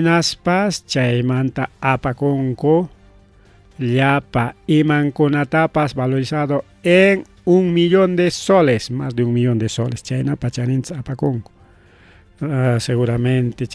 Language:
Ayacucho Quechua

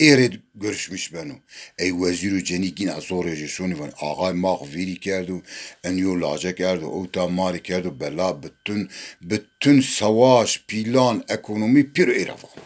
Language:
Zaza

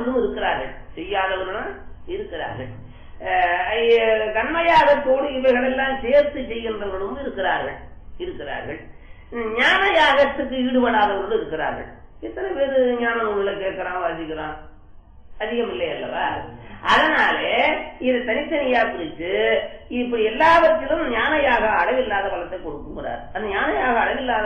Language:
Tamil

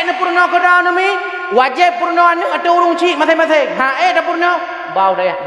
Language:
Achinese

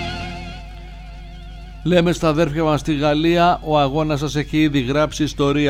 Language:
Greek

